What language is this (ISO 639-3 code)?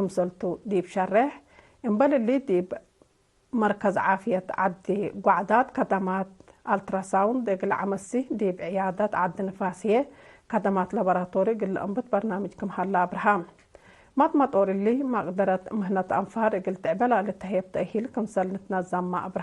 tig